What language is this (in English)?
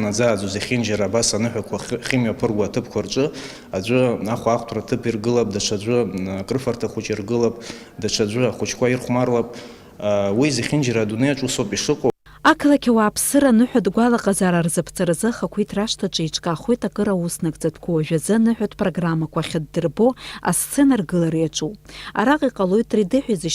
Abkhazian